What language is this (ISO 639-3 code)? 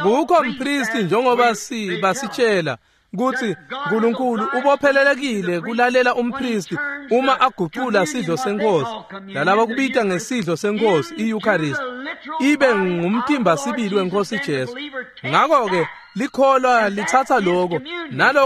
ssw